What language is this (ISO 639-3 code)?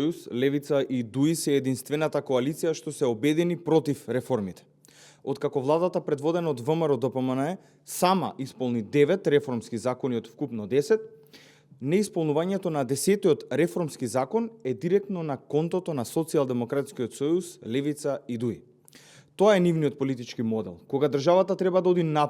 mkd